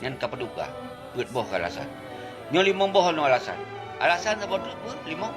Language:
Achinese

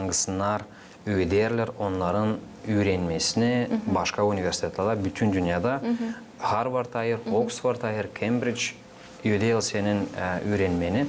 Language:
Gagauz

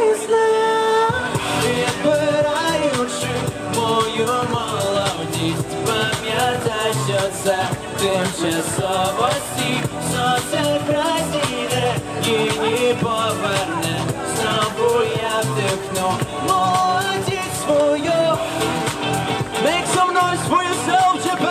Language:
Ukrainian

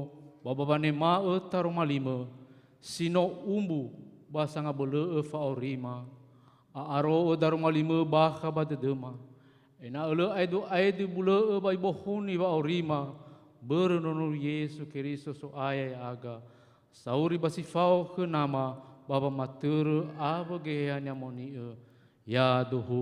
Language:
Nias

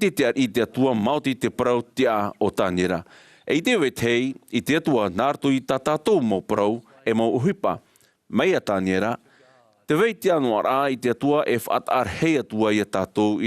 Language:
Tahitian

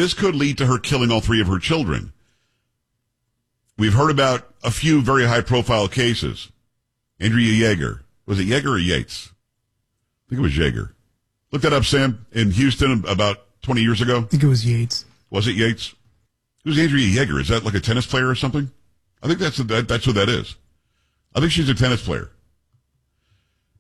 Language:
English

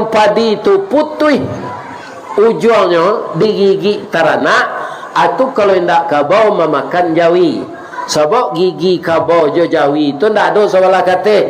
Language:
Minangkabau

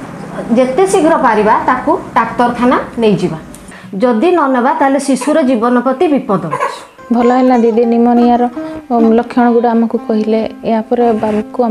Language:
Odia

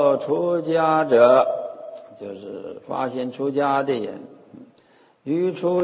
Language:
Chinese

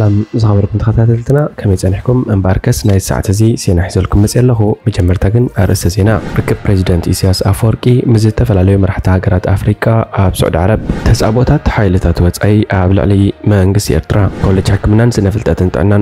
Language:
Tigrinya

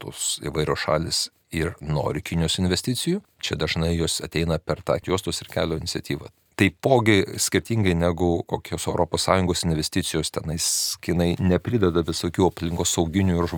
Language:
Lithuanian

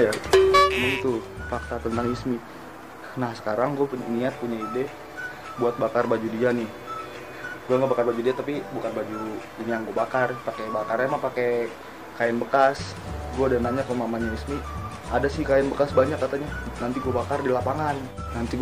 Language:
Betawi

